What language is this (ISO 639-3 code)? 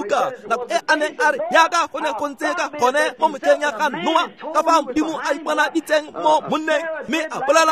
tsn